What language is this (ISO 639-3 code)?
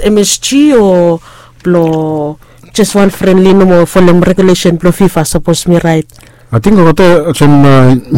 bis